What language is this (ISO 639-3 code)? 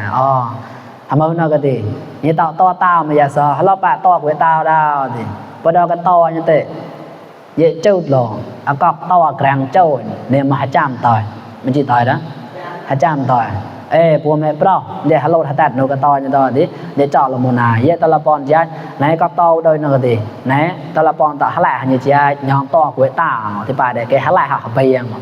mnw